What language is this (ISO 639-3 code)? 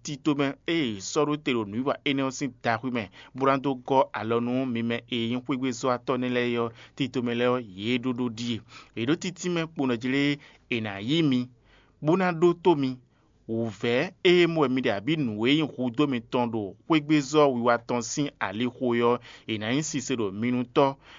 fon